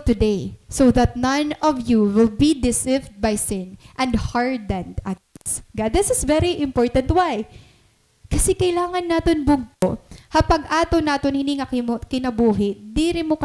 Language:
Waray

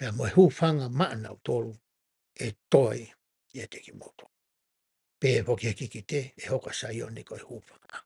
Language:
Tongan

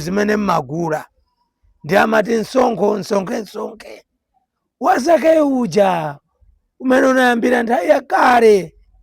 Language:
Nyanja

